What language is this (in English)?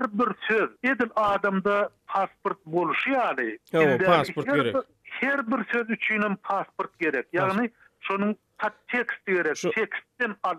Turkmen